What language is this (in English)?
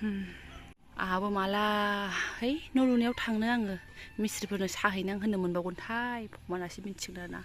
Bodo